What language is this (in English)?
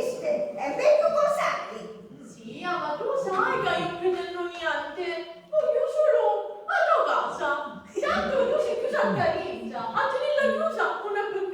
Sicilian